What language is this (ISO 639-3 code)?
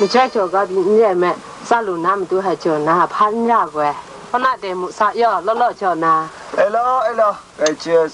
kac